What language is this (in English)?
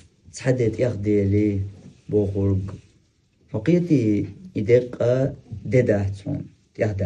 Chechen